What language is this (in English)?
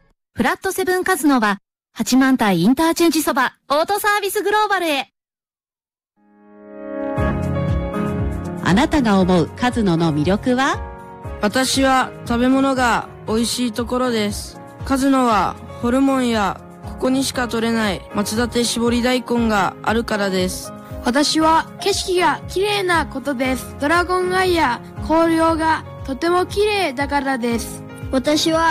Japanese